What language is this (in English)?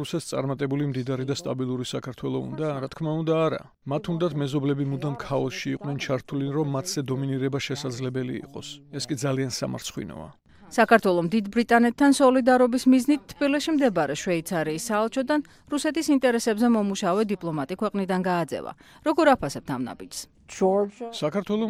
Georgian